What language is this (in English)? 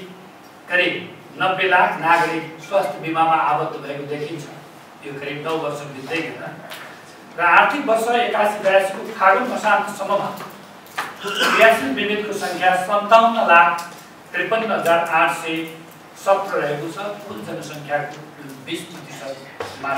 Nepali